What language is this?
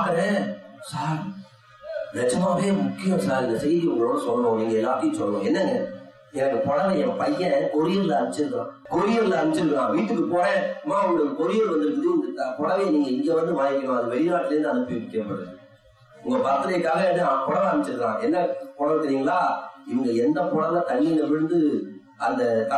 Tamil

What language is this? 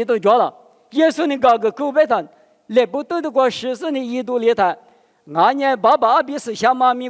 Lisu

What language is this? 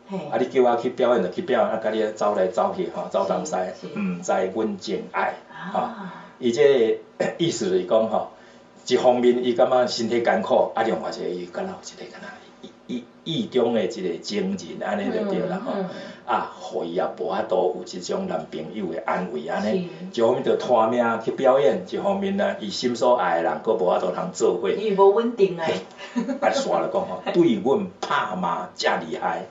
Min Nan Chinese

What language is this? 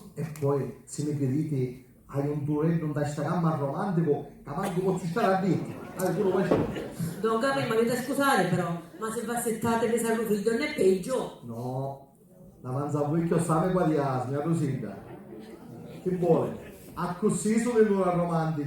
Sicilian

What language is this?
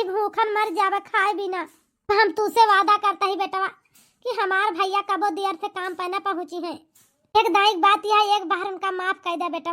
Awadhi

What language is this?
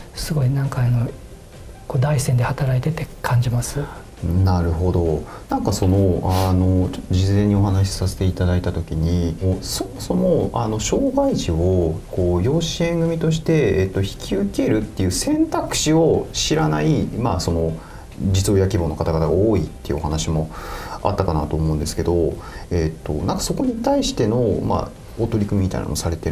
Japanese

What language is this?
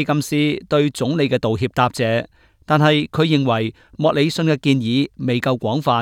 Cantonese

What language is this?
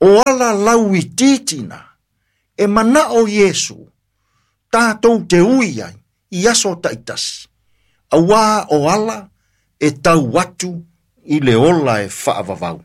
Samoan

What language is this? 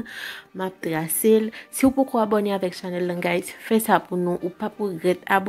Haitian Creole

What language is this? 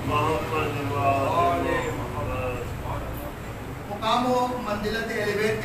Urdu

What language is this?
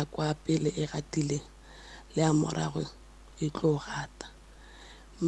Northern Sotho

